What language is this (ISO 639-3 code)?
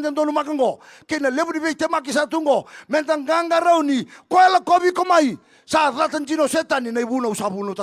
fij